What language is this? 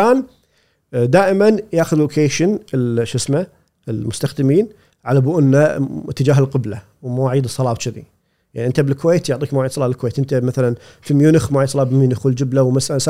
Gulf Arabic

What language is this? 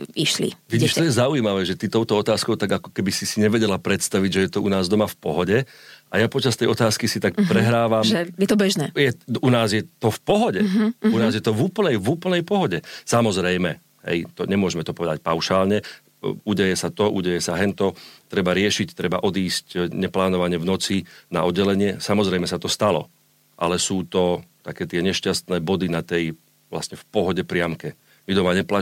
Slovak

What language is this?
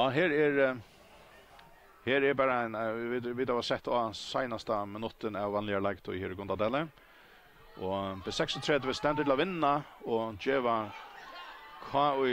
Faroese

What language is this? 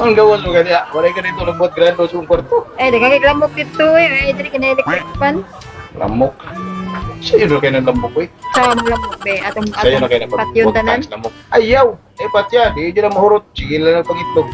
Cebuano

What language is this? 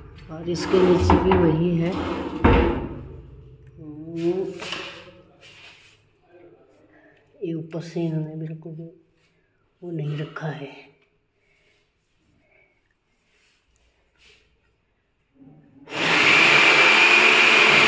Hindi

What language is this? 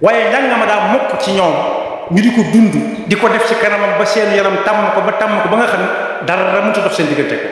Wolof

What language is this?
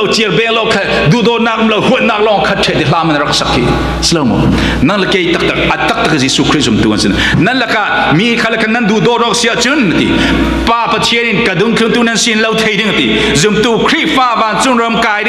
Falam Chin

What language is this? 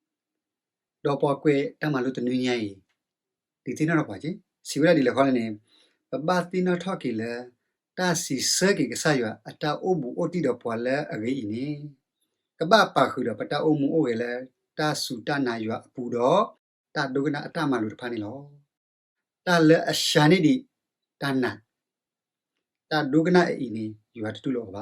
S'gaw Karen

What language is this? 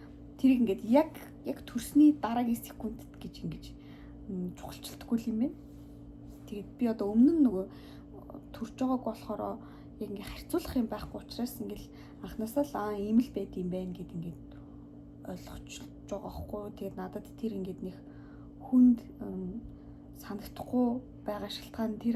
Mongolian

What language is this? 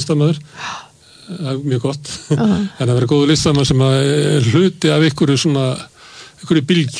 Icelandic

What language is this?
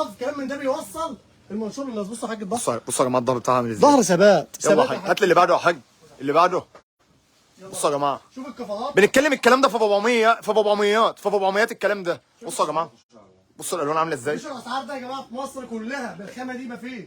Egyptian Arabic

